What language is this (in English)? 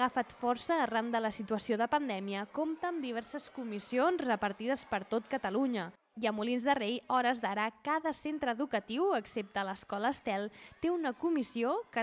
Catalan